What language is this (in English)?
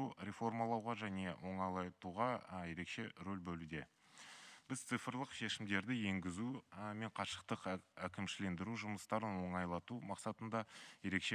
Kazakh